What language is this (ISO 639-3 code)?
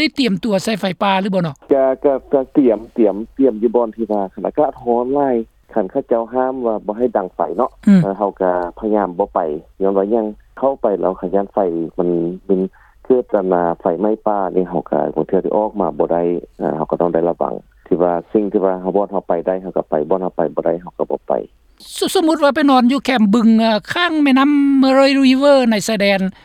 lao